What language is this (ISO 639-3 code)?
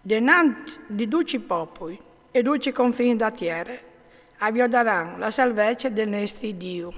fur